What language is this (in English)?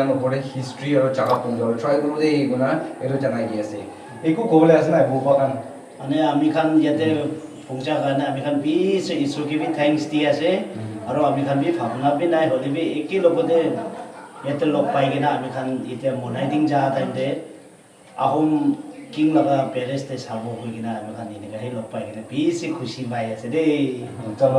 Naga Pidgin